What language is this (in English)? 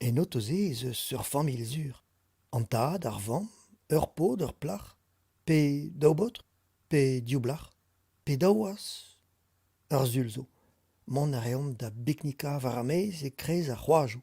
Breton